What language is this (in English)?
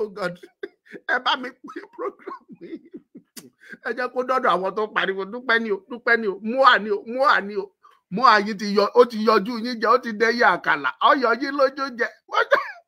Yoruba